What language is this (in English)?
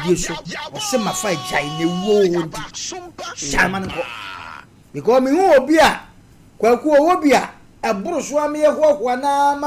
Akan